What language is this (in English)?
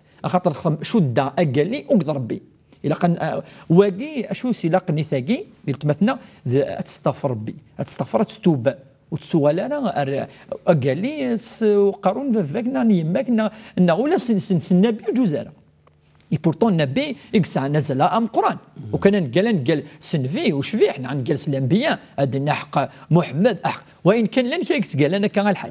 Kabyle